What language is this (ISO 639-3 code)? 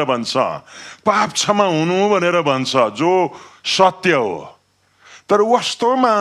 nep